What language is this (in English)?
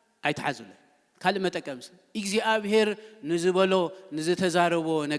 Tigrinya